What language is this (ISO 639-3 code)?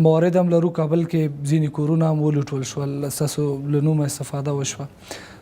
pus